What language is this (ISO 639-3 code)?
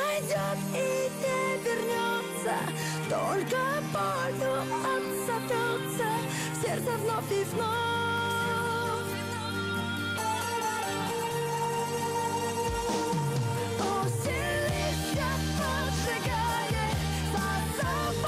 rus